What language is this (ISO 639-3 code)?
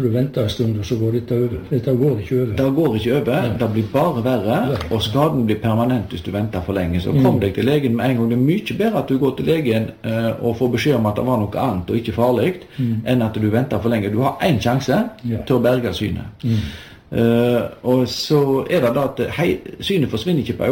nor